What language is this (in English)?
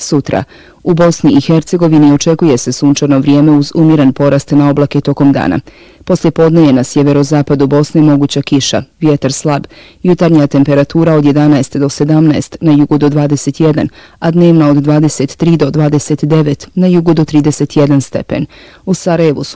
Bosnian